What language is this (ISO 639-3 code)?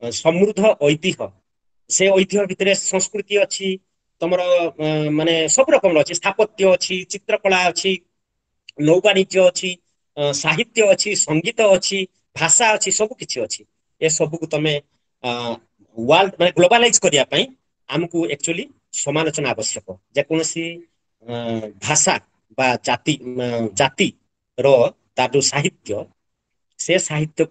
ori